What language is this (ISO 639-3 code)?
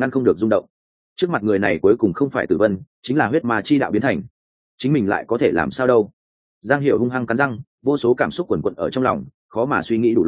vie